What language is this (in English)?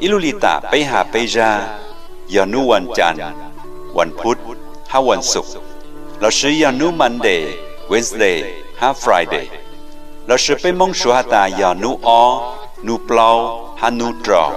Hmong